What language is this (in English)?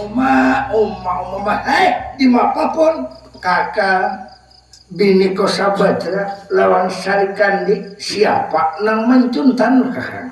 Banjar